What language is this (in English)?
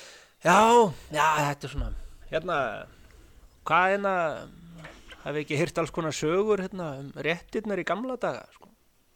Icelandic